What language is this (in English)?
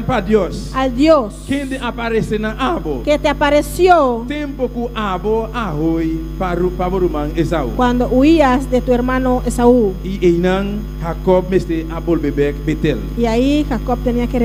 Papiamento